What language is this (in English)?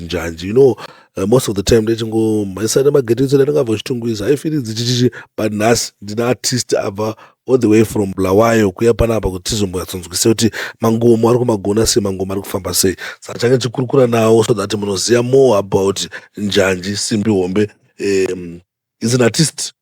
Shona